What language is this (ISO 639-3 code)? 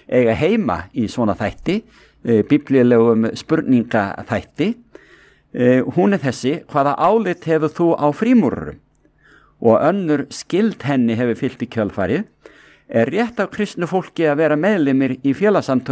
isl